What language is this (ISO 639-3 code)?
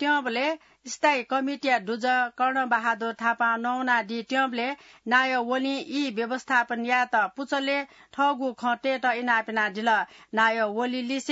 new